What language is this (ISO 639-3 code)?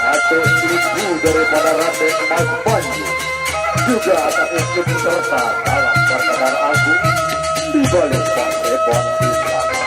sas